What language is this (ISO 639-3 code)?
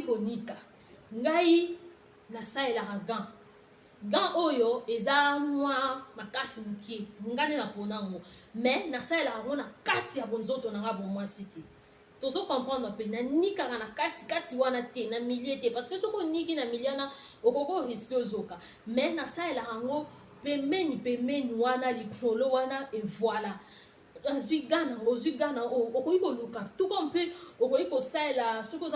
lin